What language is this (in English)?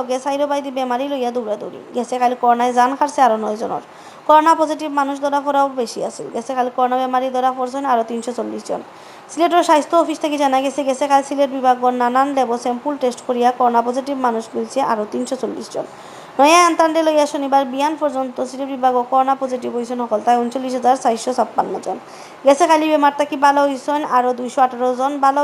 Sylheti